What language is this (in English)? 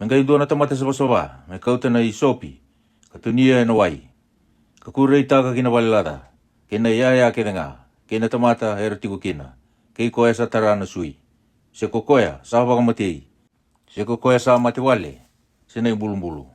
Fijian